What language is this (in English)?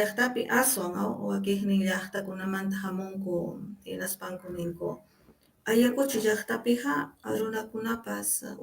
Ayacucho Quechua